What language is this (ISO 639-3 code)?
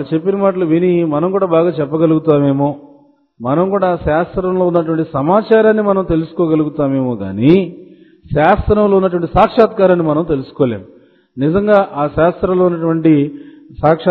tel